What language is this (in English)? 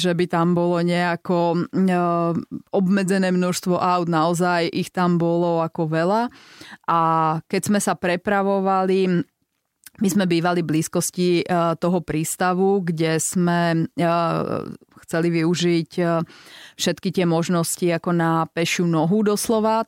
Slovak